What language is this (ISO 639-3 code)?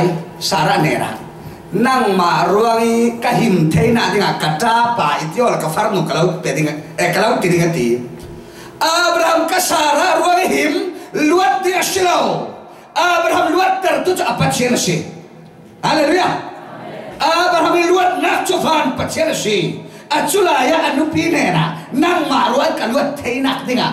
cfm